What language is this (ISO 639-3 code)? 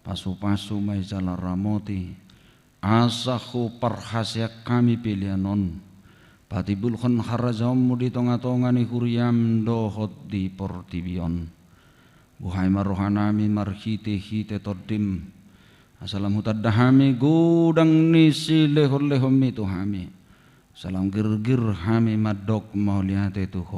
bbc